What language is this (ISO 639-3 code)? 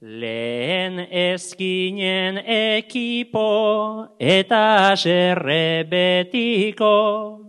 eus